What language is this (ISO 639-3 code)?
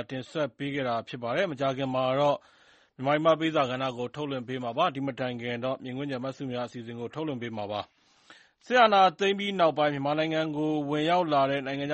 mya